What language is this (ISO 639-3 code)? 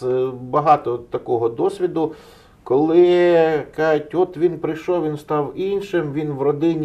ukr